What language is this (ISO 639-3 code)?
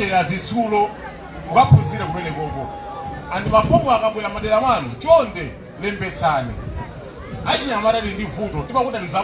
nya